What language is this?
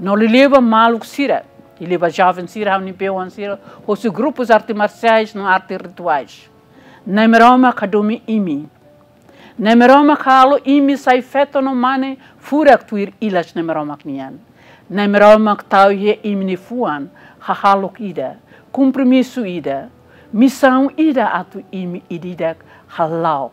Tetum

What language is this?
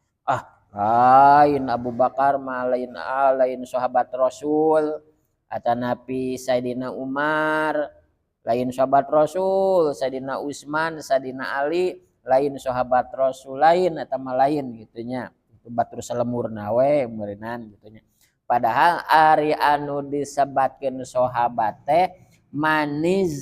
Sundanese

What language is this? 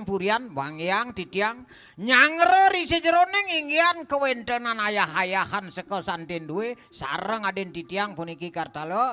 Balinese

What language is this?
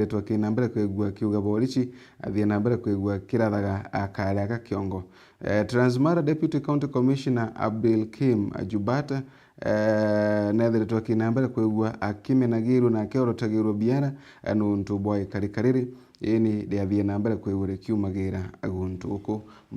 Meru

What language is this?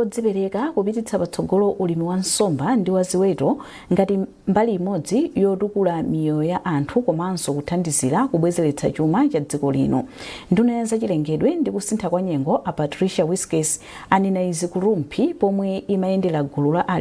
Nyanja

